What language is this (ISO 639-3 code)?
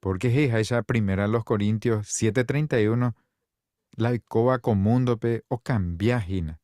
grn